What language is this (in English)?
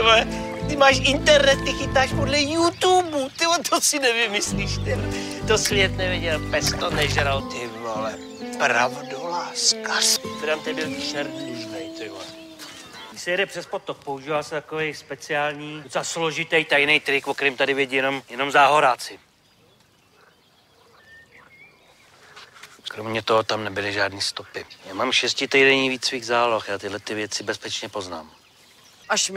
Czech